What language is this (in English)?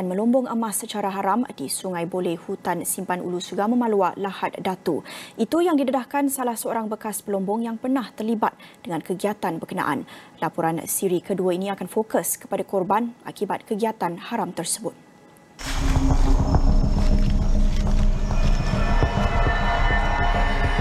Malay